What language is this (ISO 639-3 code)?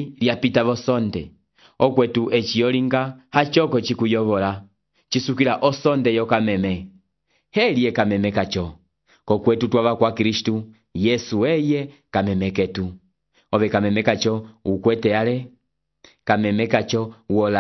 umb